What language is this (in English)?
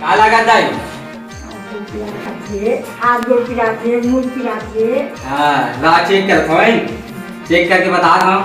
Chhattisgarhi